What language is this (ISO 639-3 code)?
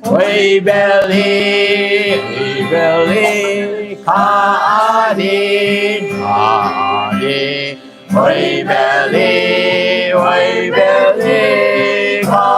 ctd